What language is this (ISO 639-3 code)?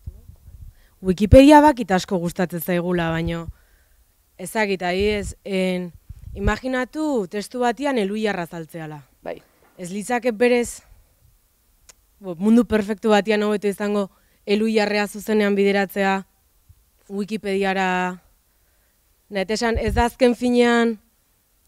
eus